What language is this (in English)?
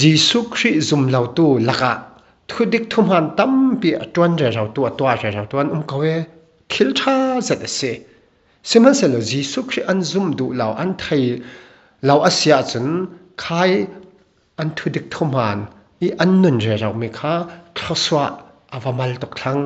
Falam Chin